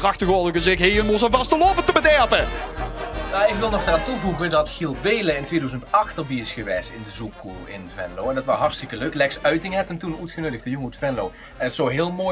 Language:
Limburgish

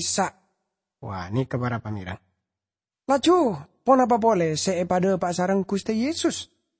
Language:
Madurese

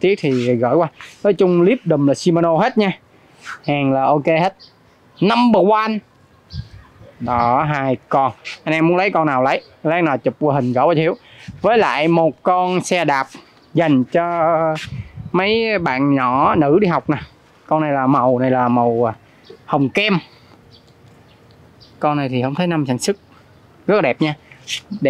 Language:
Vietnamese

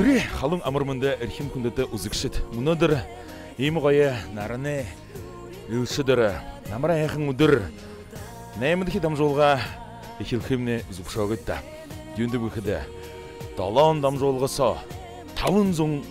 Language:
Buriat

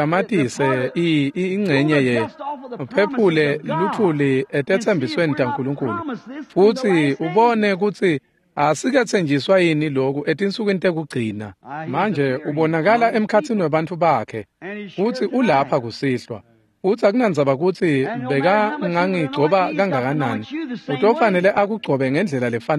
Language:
Swati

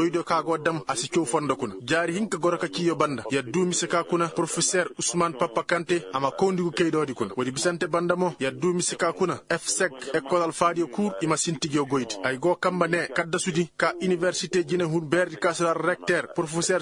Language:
Koyraboro Senni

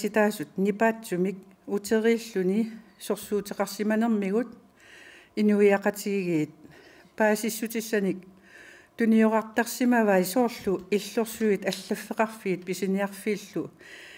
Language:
Kalaallisut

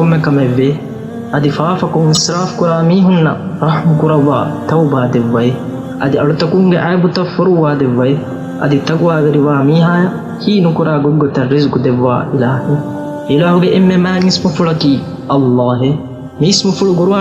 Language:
Divehi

